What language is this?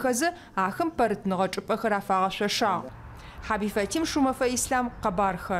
Adyghe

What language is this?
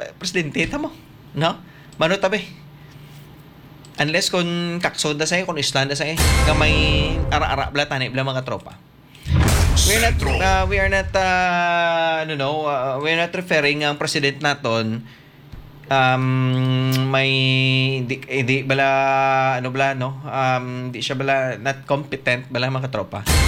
Hiligaynon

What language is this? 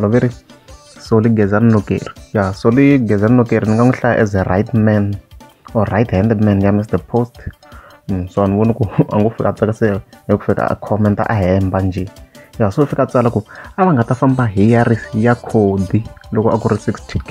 Tsonga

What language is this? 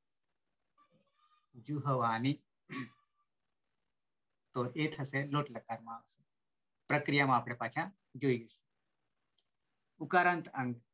Gujarati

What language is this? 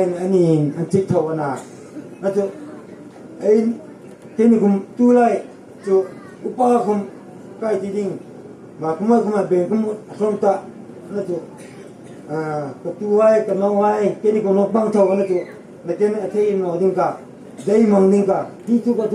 Hmar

